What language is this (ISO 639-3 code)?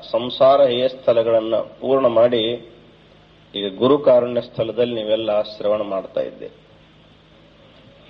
kan